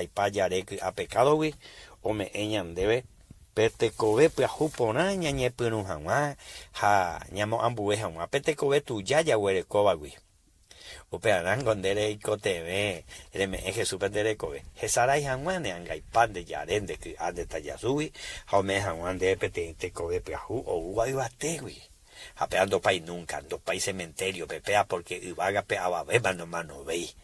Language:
Guarani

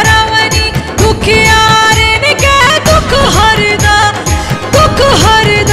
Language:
Bhojpuri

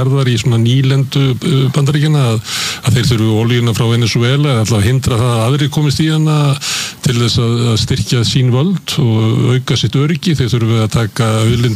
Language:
Icelandic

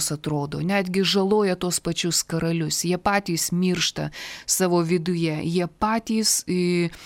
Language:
Lithuanian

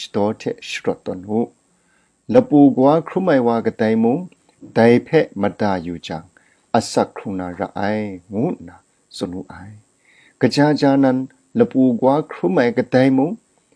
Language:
Kachin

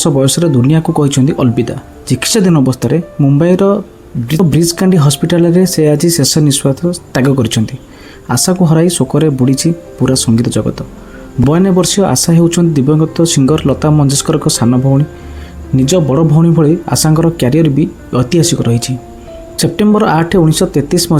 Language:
Odia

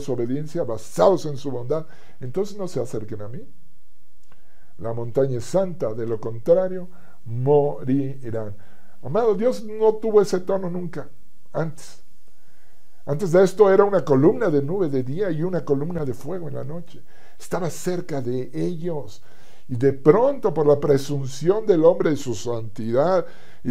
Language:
Spanish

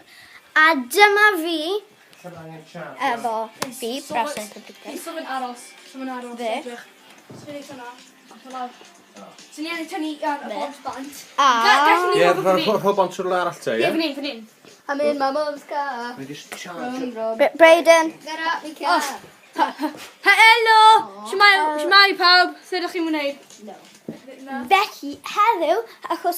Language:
Welsh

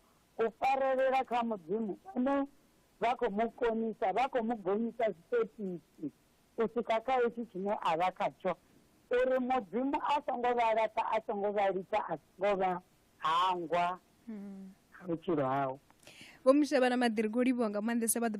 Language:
Venda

